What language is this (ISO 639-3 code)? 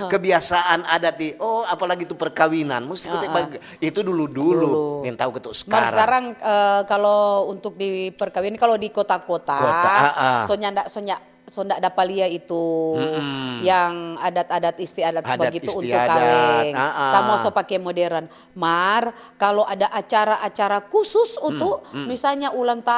xmm